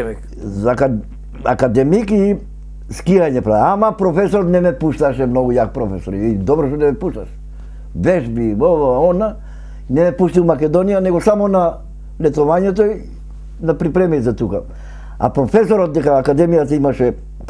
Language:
Macedonian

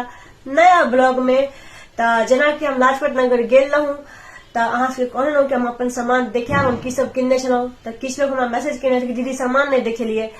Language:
Maithili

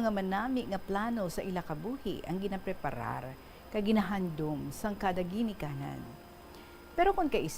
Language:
Hiligaynon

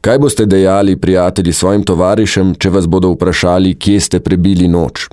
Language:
Slovenian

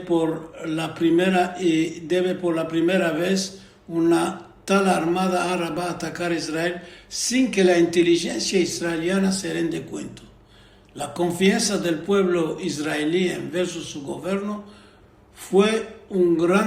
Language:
Ladino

